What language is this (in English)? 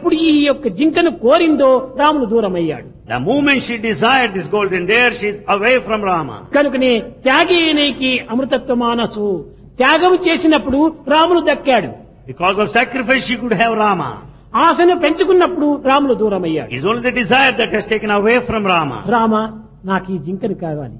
Telugu